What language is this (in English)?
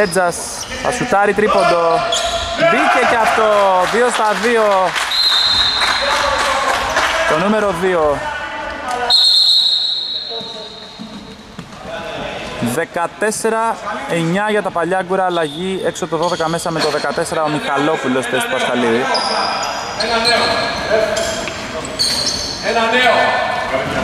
Greek